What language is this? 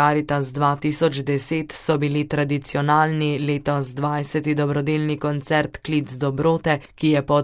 Slovenian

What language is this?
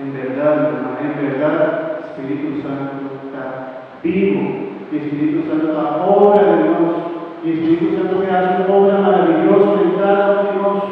Papiamento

